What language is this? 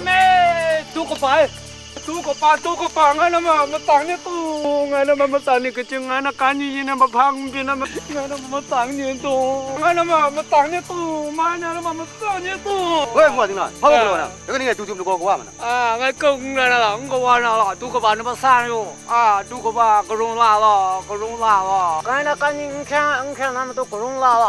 Kachin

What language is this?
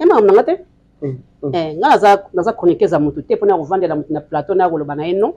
Lingala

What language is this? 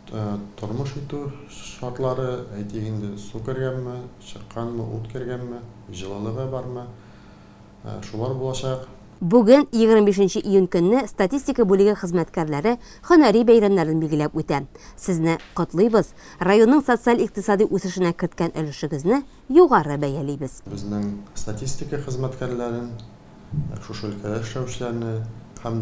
Tatar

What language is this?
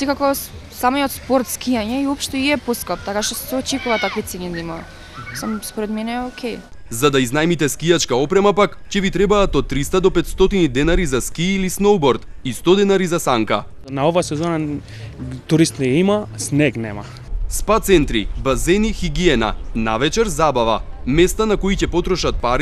Macedonian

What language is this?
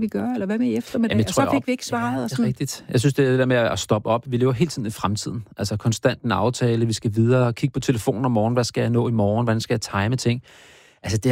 Danish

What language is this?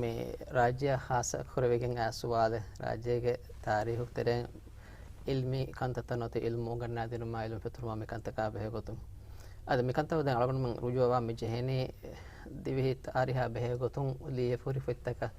Divehi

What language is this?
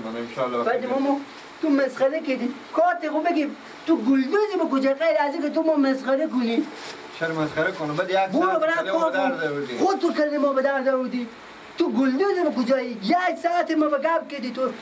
Persian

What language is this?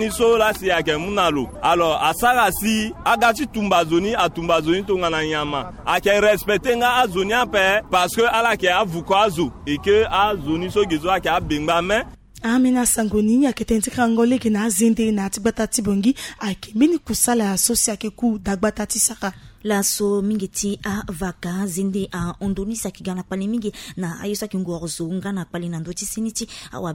Sango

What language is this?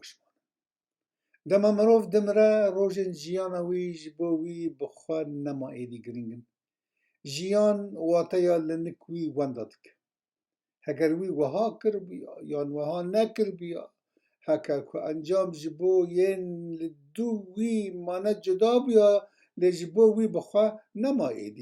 Kurdish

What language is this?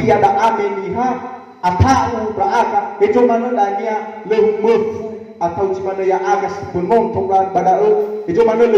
Nias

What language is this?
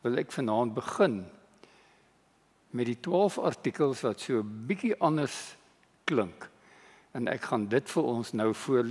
Afrikaans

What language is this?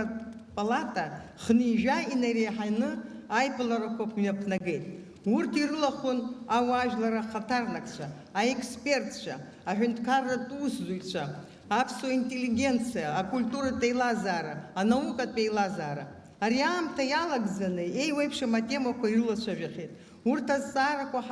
Abkhazian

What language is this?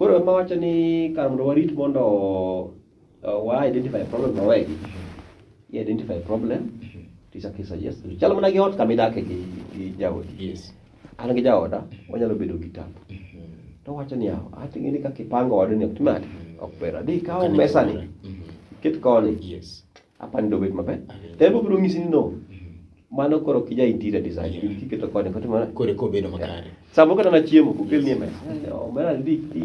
Luo (Kenya and Tanzania)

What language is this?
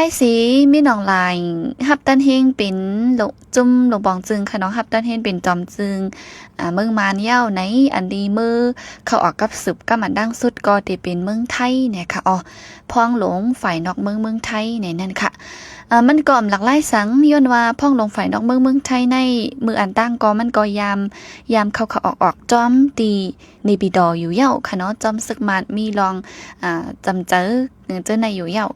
Shan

